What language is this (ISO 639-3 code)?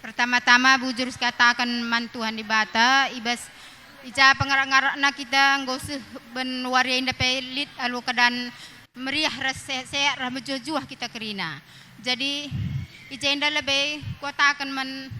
btx